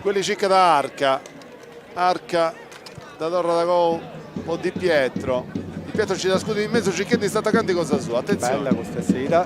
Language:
Sardinian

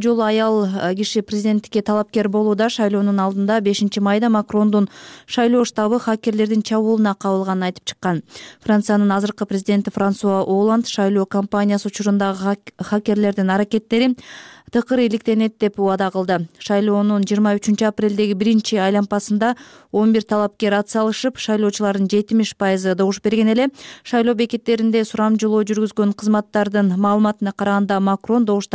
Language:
Kyrgyz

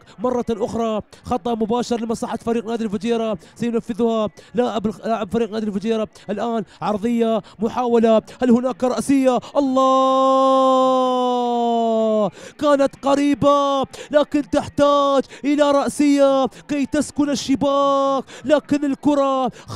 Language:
Arabic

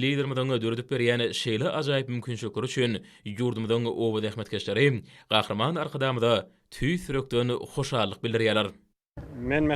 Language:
Turkmen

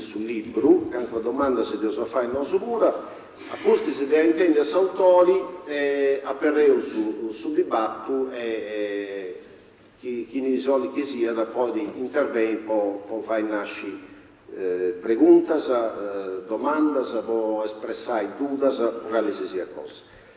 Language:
Sardinian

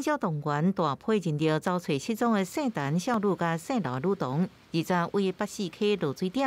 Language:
Min Nan Chinese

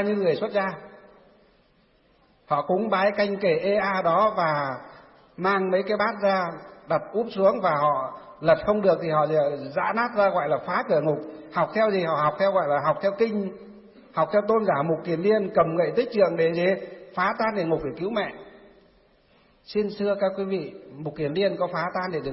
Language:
Vietnamese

